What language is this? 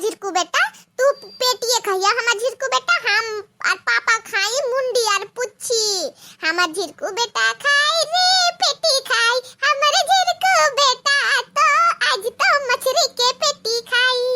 Bhojpuri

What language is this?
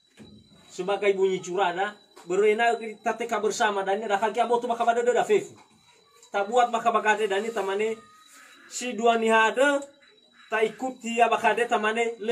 Nias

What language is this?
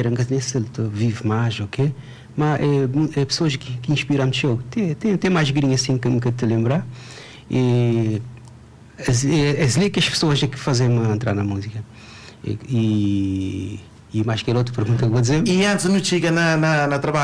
Kabuverdianu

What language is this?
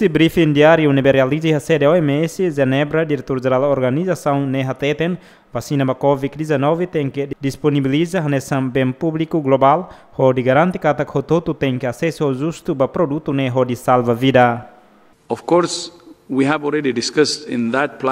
Tetum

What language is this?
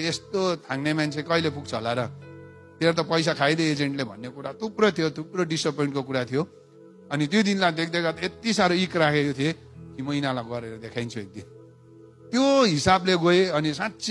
Nepali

